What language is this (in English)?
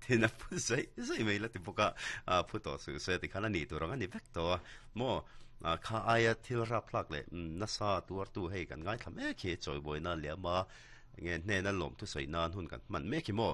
Mizo